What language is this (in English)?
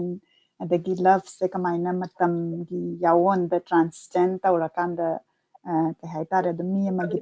Manipuri